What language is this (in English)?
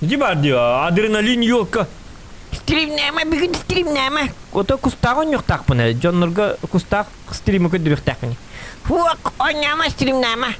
Yakut